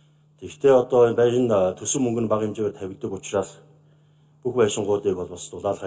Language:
Mongolian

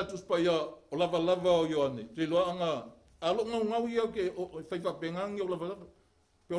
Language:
Samoan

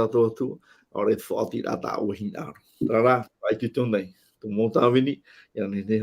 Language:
Tahitian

